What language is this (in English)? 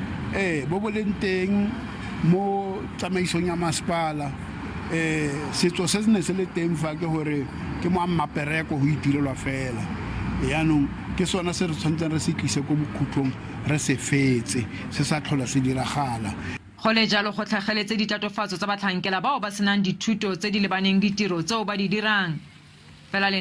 Tswana